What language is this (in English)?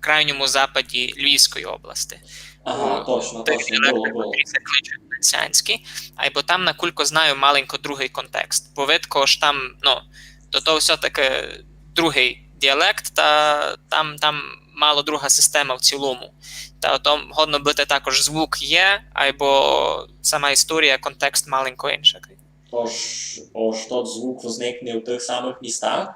Rusyn